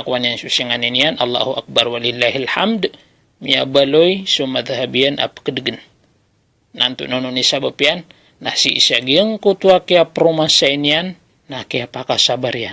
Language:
Maranao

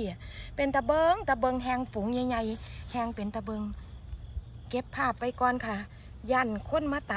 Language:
Thai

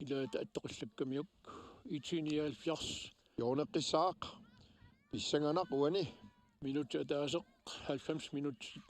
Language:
Kalaallisut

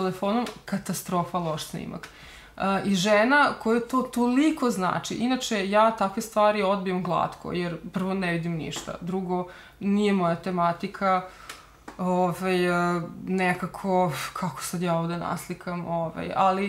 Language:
Serbian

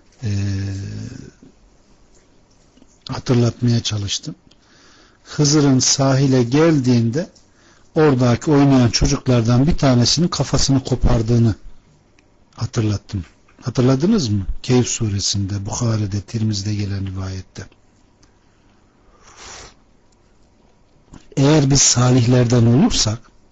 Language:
Turkish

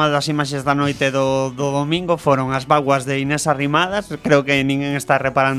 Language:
Galician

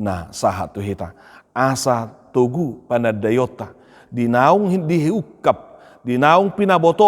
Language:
Batak Toba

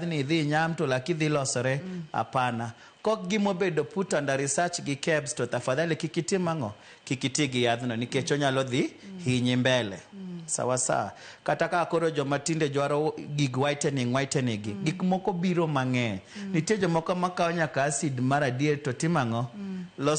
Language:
Luo (Kenya and Tanzania)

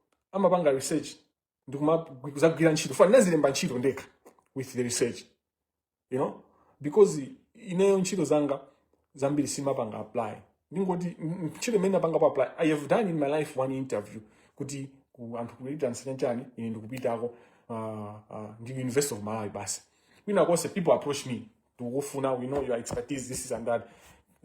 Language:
Nyanja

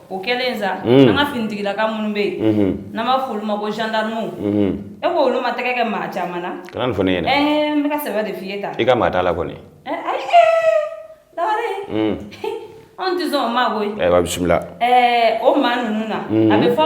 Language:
Bambara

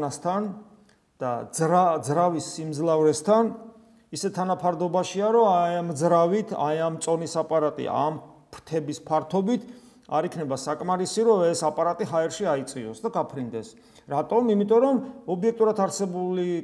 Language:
Georgian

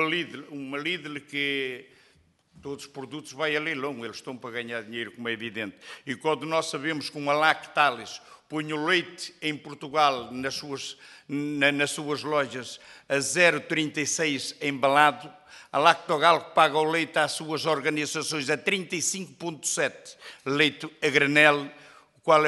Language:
Portuguese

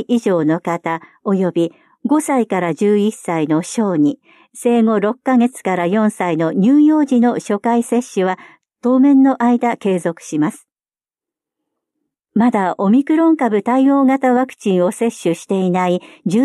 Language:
Japanese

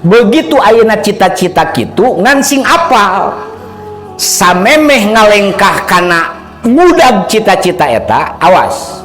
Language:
Sundanese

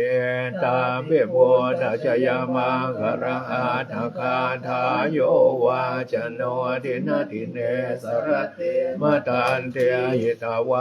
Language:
Pali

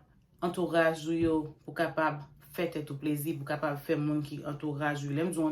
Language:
Haitian Creole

